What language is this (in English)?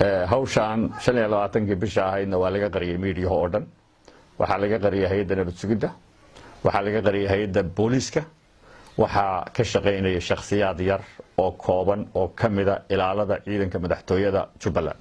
Somali